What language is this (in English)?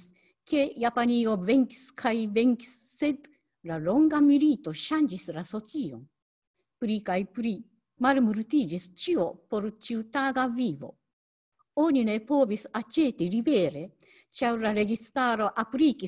Esperanto